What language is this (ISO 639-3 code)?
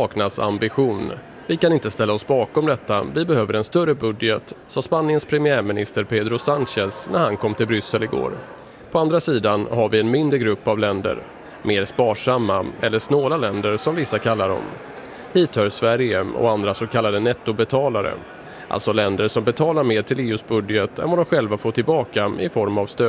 swe